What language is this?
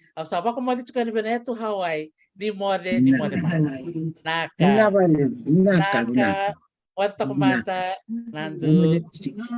Fijian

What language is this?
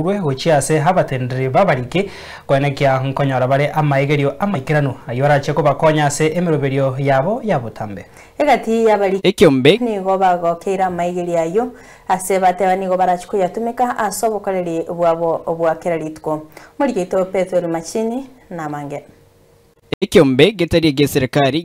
Gusii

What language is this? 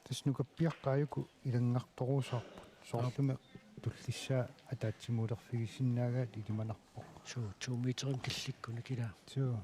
Kalaallisut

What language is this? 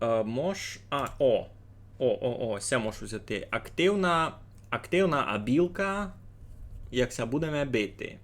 Rusyn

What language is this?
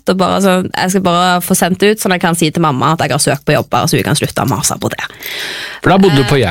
Norwegian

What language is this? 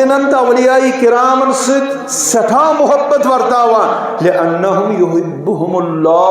Kashmiri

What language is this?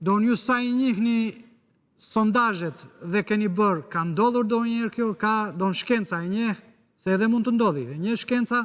Albanian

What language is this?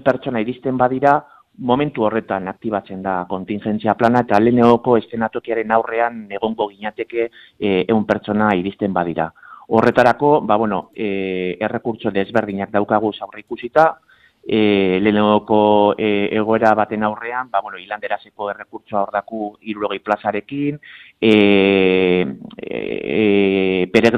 Basque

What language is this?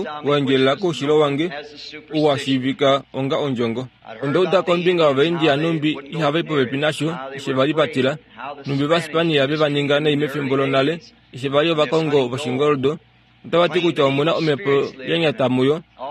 Kuanyama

